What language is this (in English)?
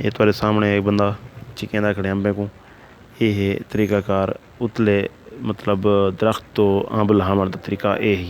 Saraiki